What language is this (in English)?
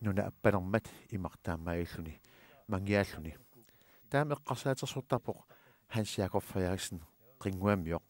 Kalaallisut